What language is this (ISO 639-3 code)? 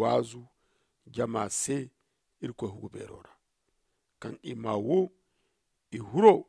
dje